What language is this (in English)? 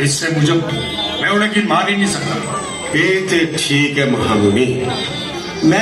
Dogri